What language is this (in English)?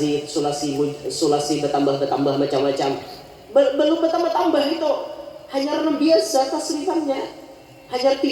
Banjar